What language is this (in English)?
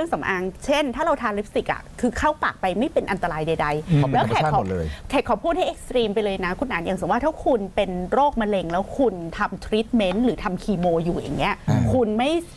Thai